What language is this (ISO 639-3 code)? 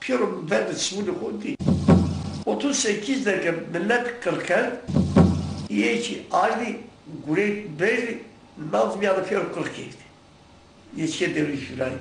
zza